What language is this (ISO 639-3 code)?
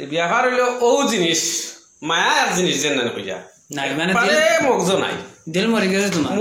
syl